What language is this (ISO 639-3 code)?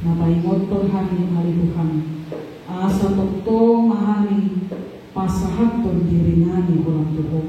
bbc